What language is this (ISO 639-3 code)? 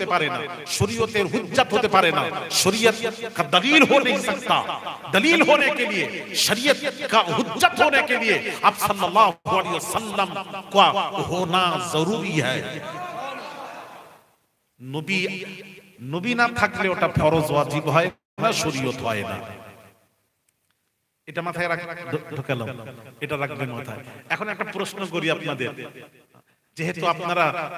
ben